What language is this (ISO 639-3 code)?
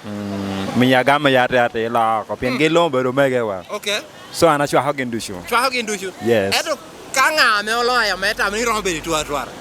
laj